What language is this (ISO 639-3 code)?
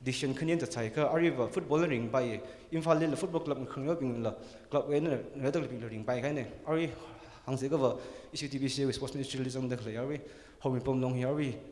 nmf